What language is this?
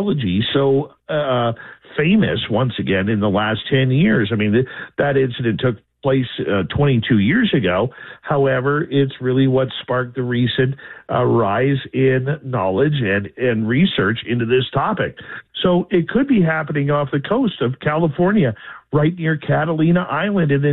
English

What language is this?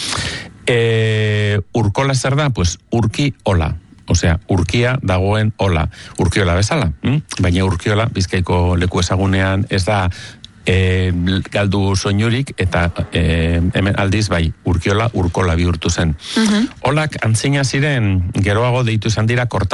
Basque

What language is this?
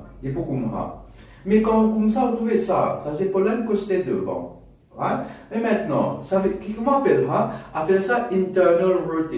Morisyen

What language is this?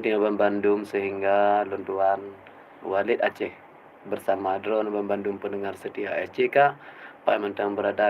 Achinese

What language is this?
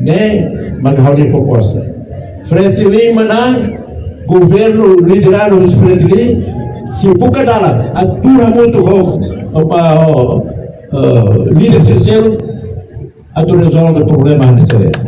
Tetum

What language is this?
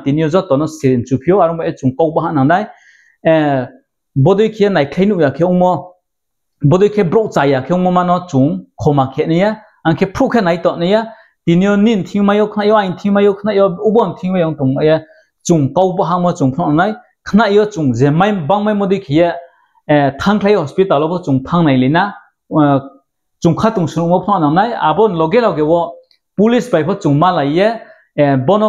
Riang (India)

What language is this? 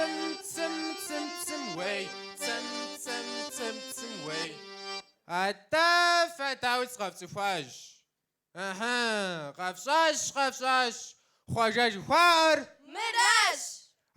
Kabardian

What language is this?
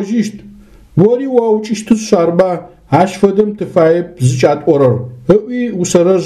Adyghe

